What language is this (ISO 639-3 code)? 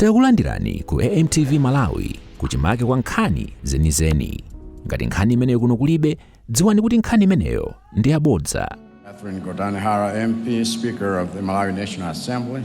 nya